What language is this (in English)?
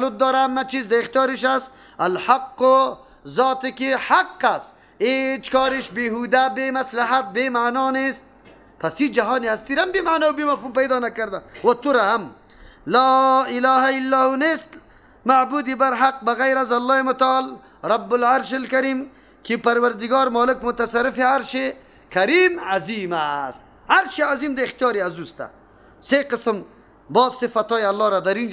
Persian